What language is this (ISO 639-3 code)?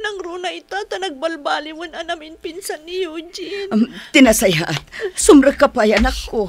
ilo